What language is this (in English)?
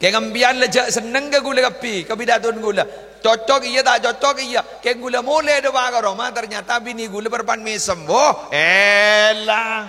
Madurese